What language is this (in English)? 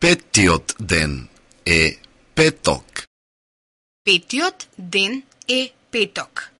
Macedonian